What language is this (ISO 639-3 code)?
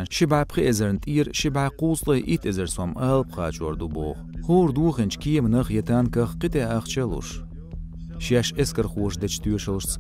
che